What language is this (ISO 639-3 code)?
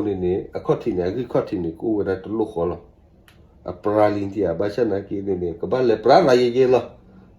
ksw